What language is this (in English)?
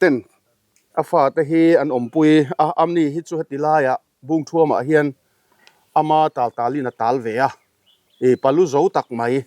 Mizo